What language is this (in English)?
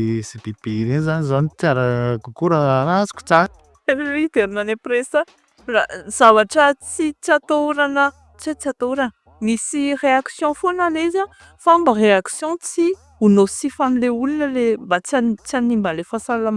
Malagasy